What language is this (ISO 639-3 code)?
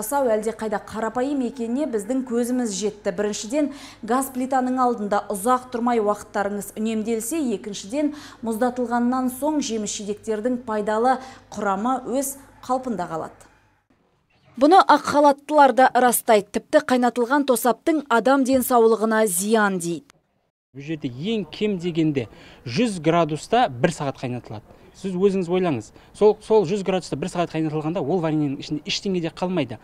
kaz